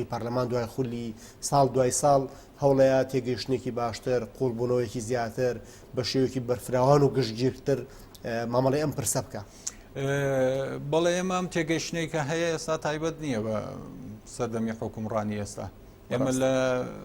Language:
Central Kurdish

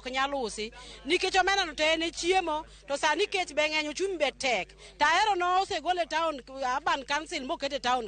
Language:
Luo (Kenya and Tanzania)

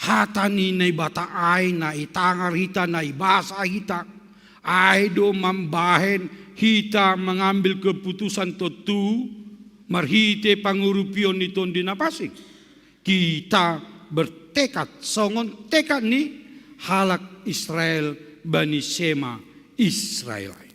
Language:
Batak Simalungun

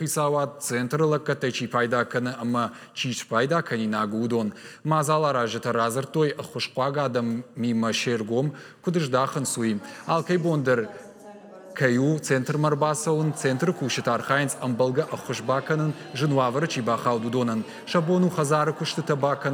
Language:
Ossetic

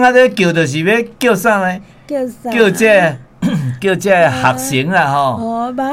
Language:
Min Nan Chinese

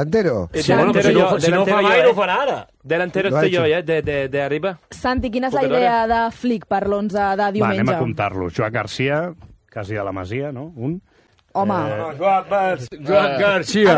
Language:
Catalan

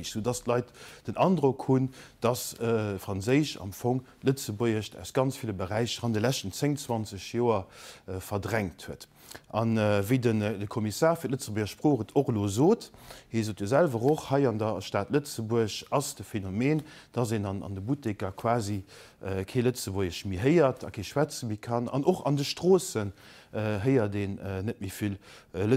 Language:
Luxembourgish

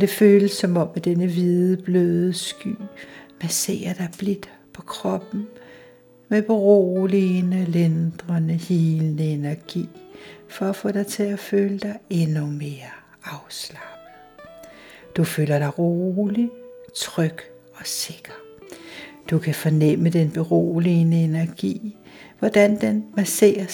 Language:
Danish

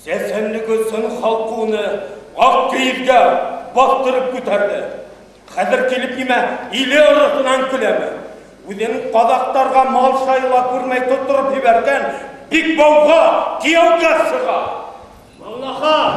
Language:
Bashkir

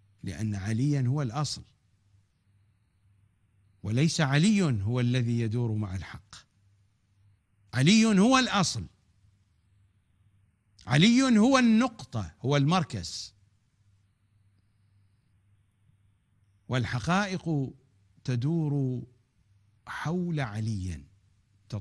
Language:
Arabic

